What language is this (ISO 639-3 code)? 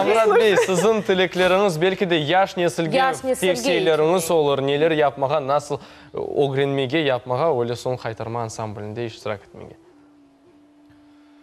crh